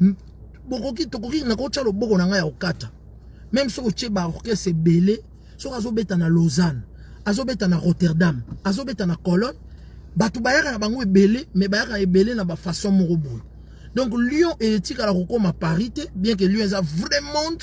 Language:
Lingala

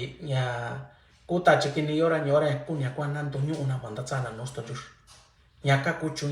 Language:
Mixtepec Mixtec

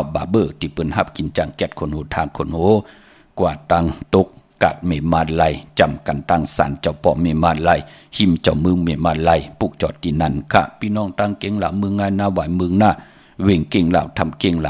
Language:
Shan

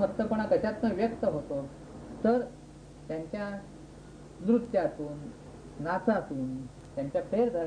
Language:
Marathi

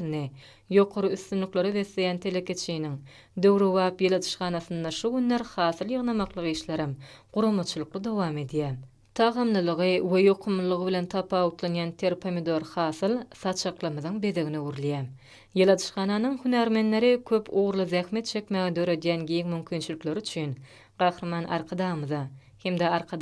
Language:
Turkmen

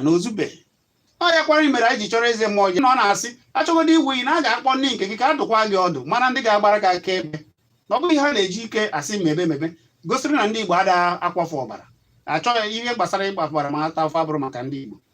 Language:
Igbo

